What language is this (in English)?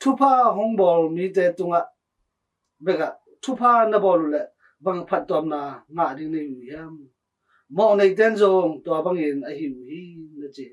Tedim Chin